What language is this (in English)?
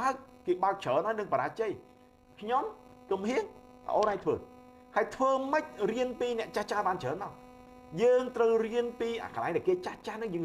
Khmer